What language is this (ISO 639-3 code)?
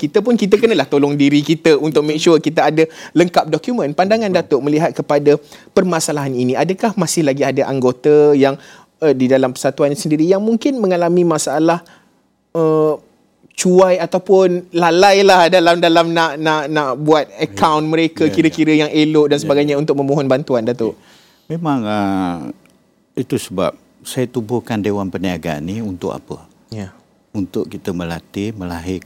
msa